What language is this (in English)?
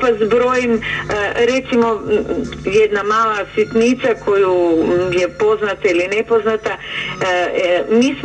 Croatian